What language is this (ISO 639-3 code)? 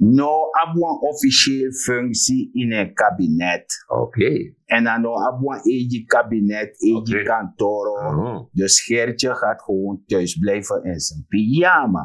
srn